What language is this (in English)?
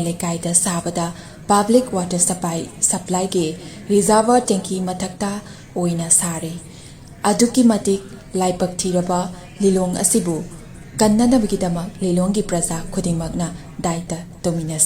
Manipuri